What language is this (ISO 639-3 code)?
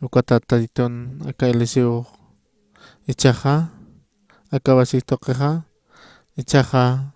aym